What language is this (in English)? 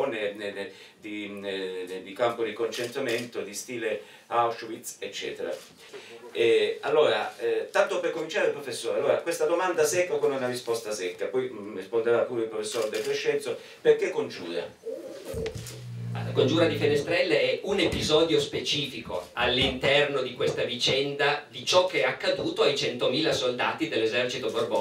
Italian